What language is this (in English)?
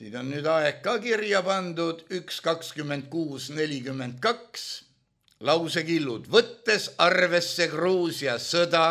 Estonian